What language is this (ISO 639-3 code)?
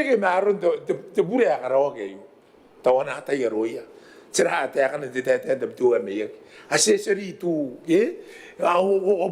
gil